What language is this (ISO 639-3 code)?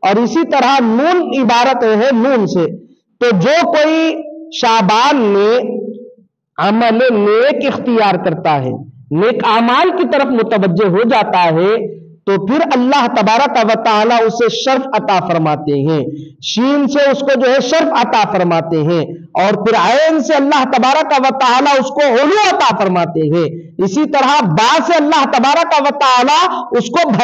urd